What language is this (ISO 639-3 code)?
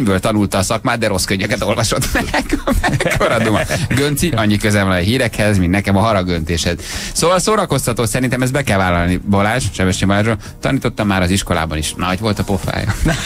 hun